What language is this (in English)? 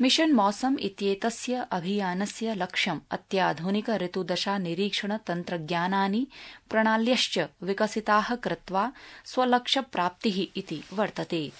Sanskrit